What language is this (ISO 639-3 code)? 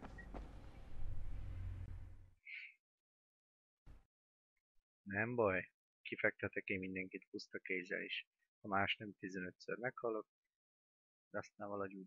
hun